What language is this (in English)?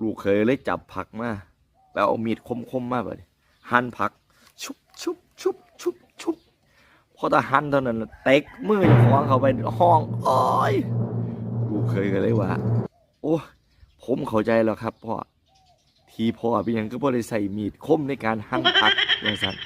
Northeastern Thai